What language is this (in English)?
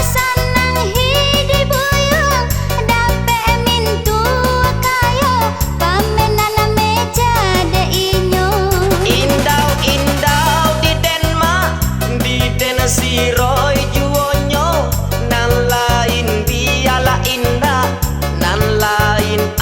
Minangkabau